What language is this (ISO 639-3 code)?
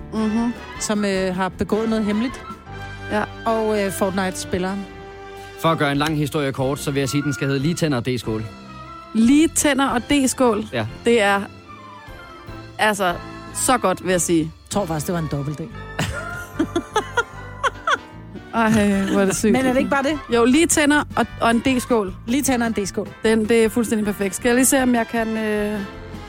dan